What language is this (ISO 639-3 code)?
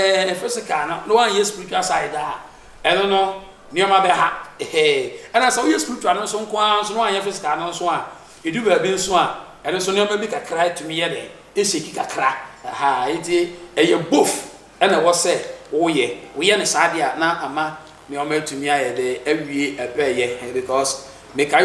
aka